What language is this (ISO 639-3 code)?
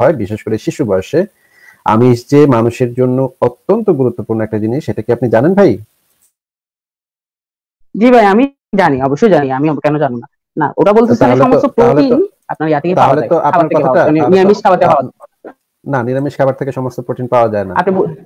ben